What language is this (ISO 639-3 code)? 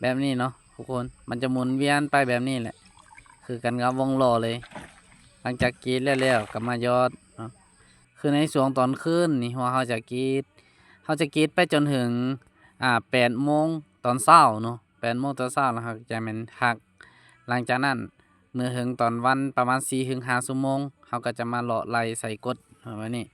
lao